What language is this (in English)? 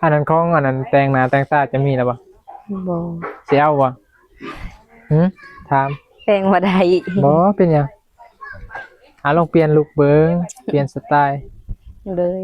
Northeastern Thai